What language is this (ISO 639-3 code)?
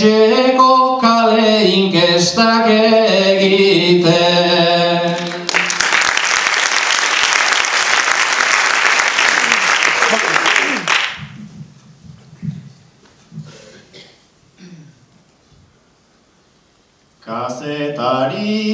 eus